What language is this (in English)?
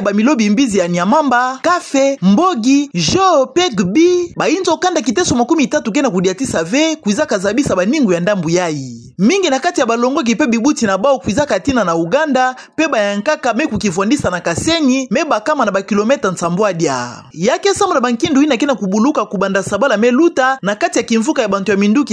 Kituba (Democratic Republic of Congo)